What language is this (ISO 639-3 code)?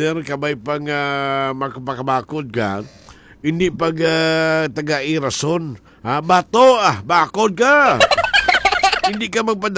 hil